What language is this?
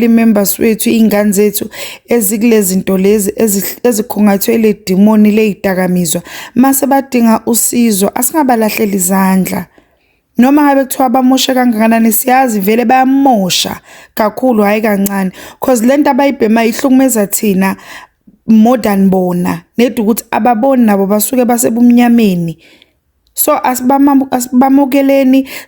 Zulu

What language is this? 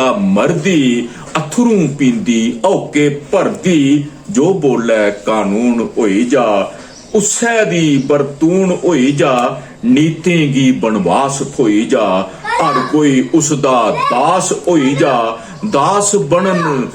Dogri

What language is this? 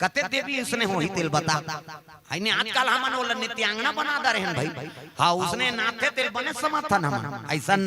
Chhattisgarhi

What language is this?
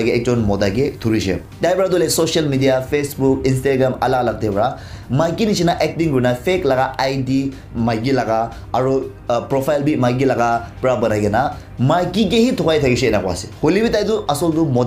Naga Pidgin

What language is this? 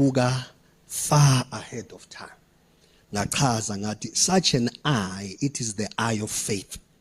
Zulu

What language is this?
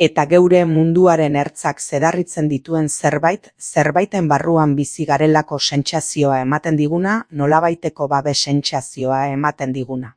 Basque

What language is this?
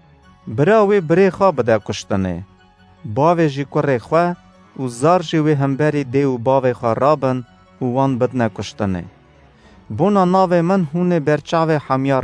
Kurdish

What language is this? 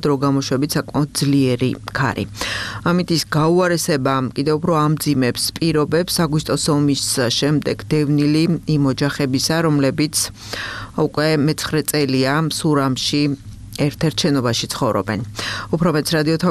Georgian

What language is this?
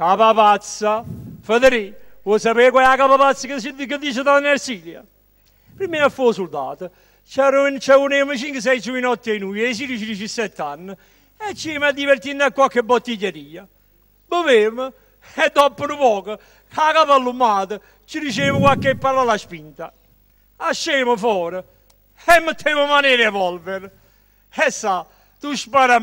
Neapolitan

